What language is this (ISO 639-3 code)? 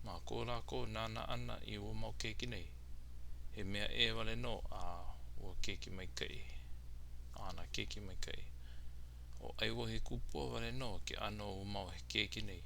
haw